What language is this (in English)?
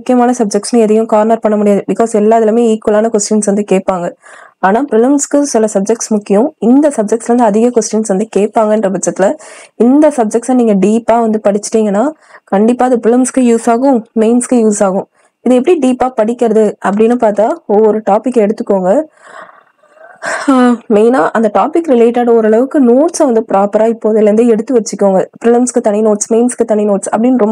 Tamil